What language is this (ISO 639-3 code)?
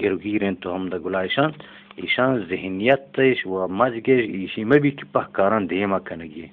bgp